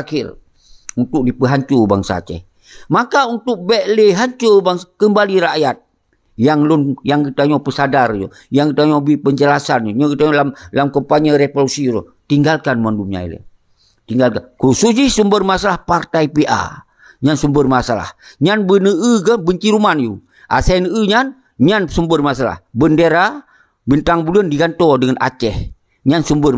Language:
Achinese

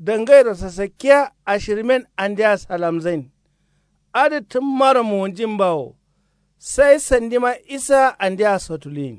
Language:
Kanuri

